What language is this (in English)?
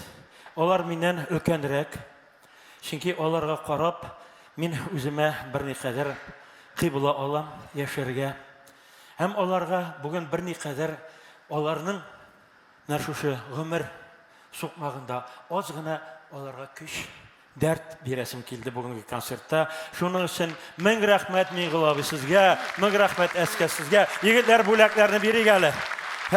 Tatar